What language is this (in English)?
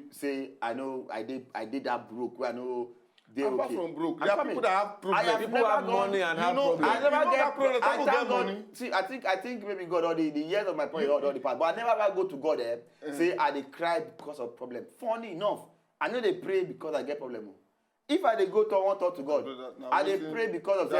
Nigerian Pidgin